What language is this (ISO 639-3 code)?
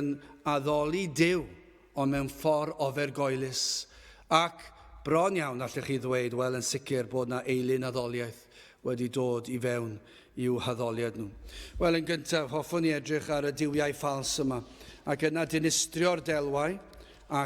cym